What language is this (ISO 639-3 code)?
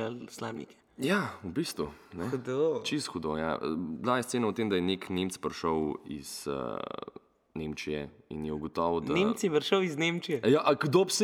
slv